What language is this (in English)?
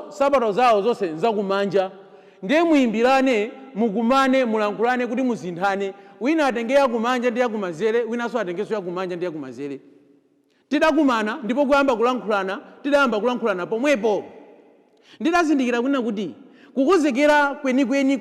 Nyanja